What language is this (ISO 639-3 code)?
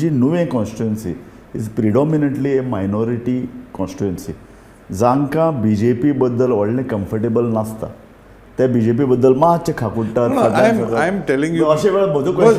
kok